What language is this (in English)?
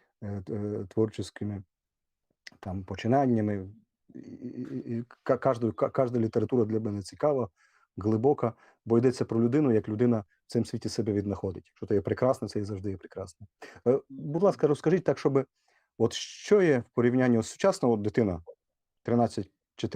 Rusyn